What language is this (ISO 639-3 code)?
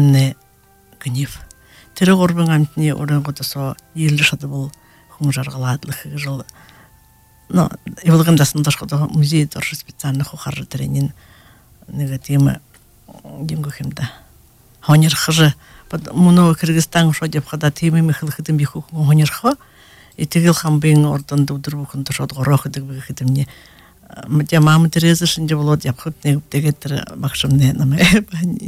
bua